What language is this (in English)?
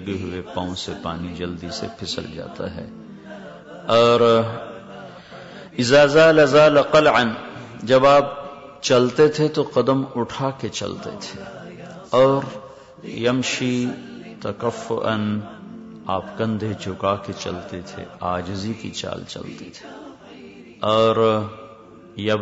Urdu